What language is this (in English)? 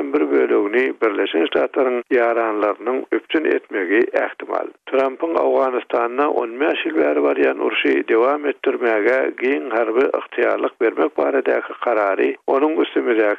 Turkmen